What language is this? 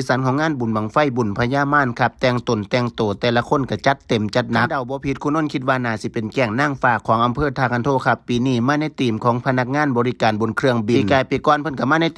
Northeastern Thai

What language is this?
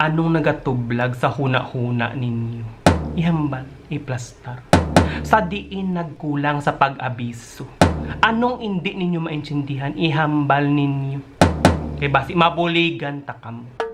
Hiligaynon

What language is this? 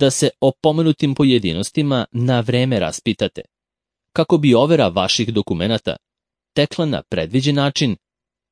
Serbian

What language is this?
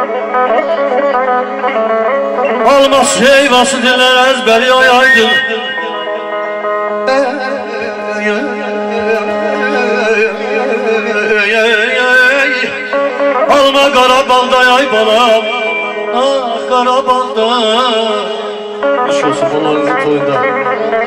Azerbaijani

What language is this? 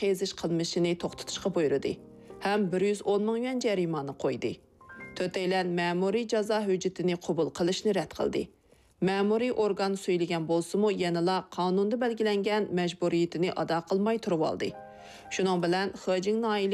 Uyghur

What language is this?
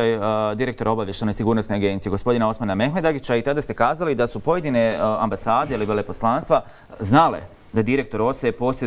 Bosnian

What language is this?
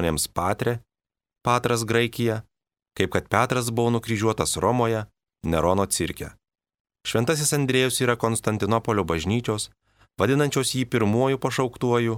Lithuanian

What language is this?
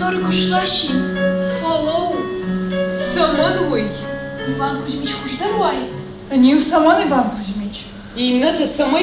Ossetic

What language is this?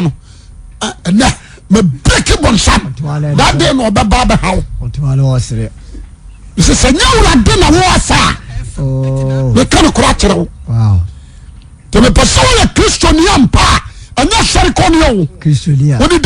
Akan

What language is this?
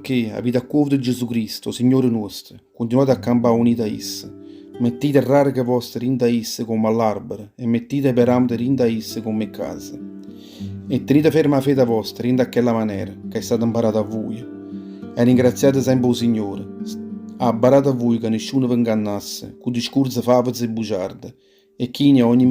Neapolitan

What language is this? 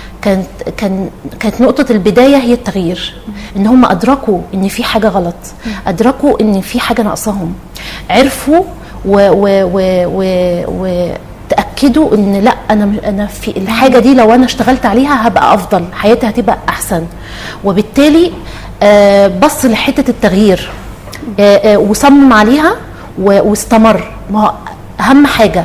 Egyptian Arabic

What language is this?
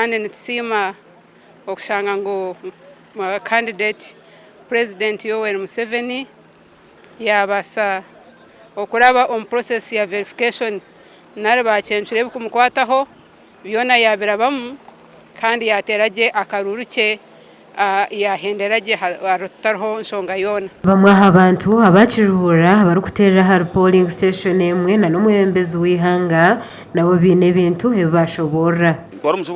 Nyankole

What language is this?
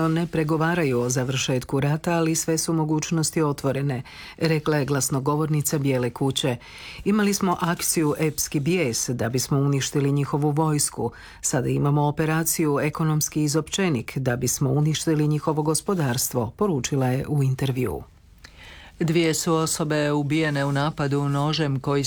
Croatian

